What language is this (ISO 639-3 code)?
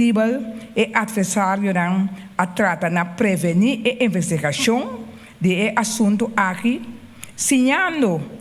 pap